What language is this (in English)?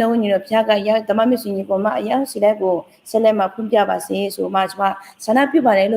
Akha